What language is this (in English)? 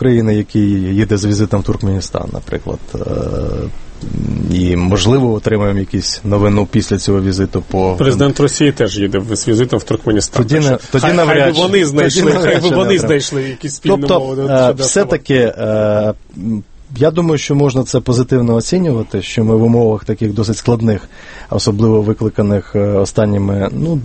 Ukrainian